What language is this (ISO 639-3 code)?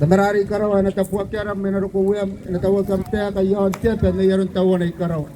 gil